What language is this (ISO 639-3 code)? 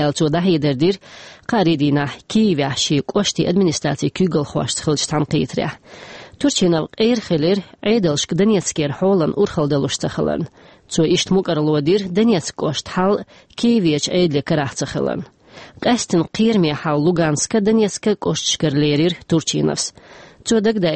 che